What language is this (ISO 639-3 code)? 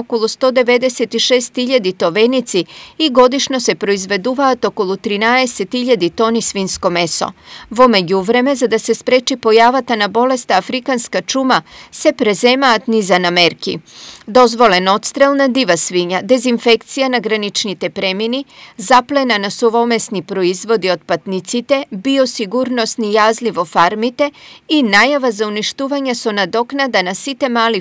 mkd